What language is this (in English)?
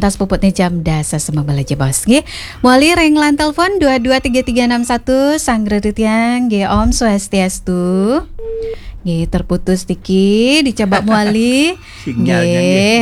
Balinese